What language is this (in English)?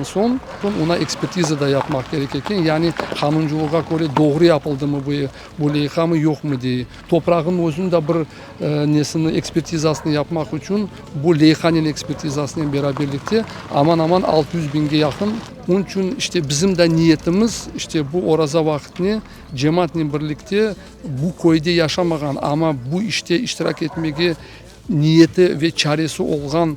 Crimean Tatar